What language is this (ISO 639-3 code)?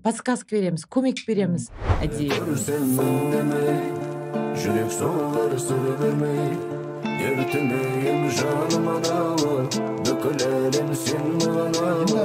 kaz